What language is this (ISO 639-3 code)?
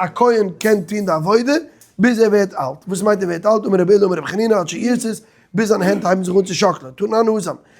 yid